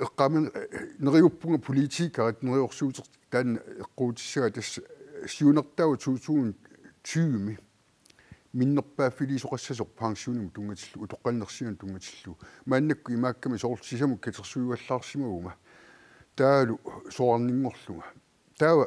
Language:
Kalaallisut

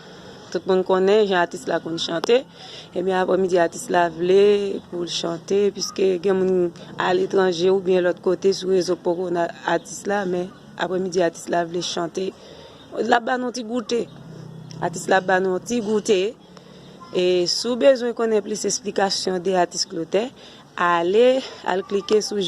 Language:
Haitian Creole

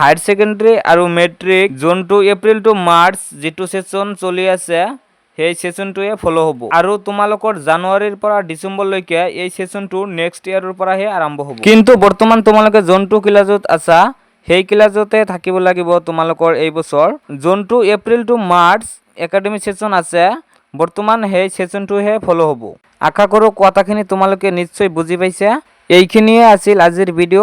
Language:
Assamese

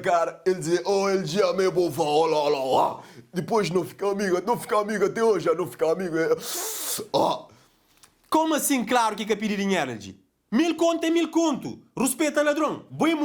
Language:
Kabuverdianu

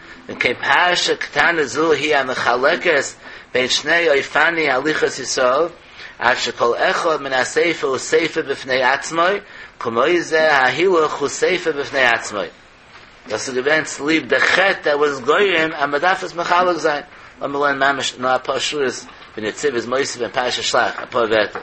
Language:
Yiddish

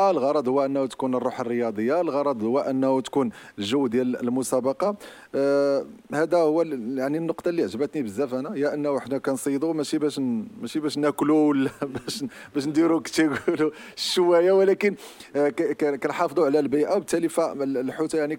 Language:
Moroccan Arabic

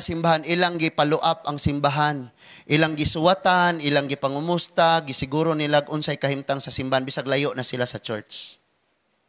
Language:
Cebuano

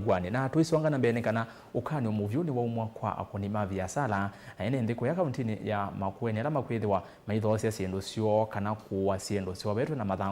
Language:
Kamba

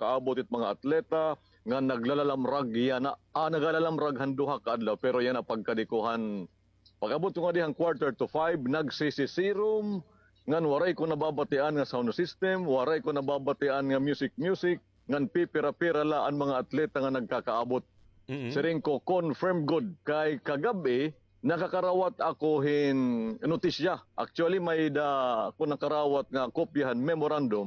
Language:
Waray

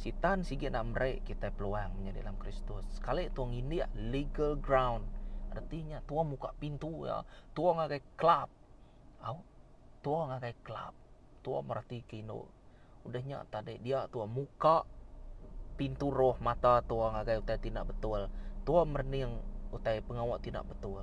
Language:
Iban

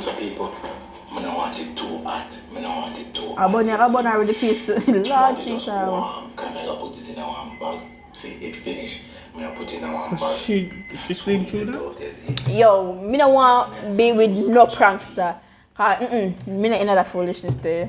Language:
Jamaican Creole English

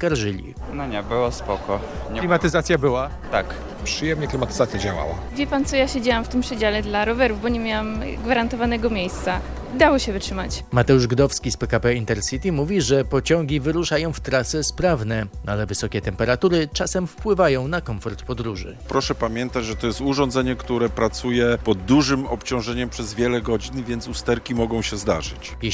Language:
Polish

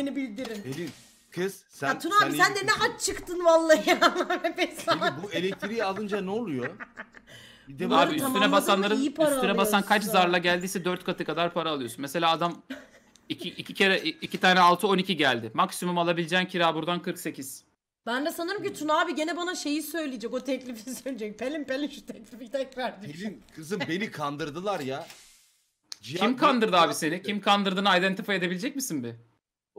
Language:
Turkish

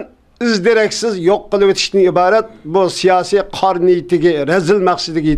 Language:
Uyghur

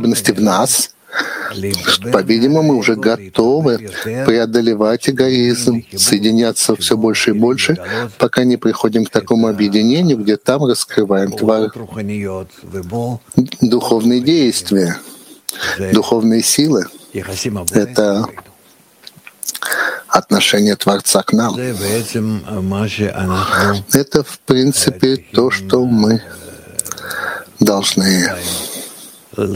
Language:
Russian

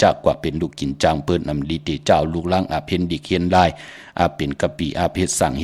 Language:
Shan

